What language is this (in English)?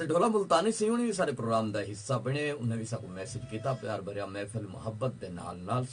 Saraiki